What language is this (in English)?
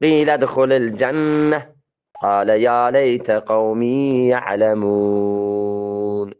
Eastern Balochi